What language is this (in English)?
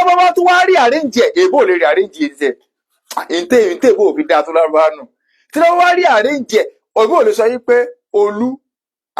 Yoruba